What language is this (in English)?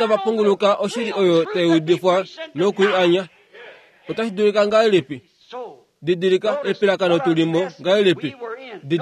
Kuanyama